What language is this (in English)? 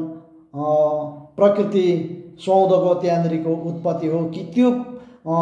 Nepali